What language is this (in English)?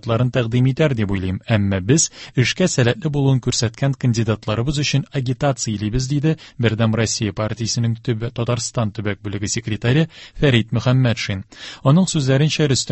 Tatar